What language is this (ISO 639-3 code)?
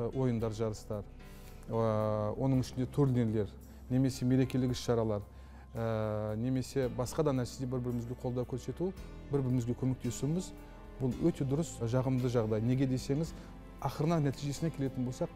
kaz